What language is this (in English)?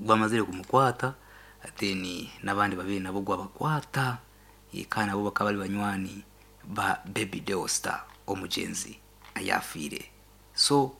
Nyoro